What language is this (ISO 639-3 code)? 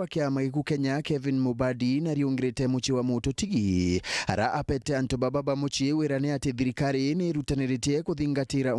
mer